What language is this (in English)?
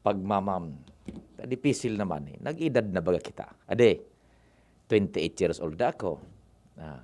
Bikol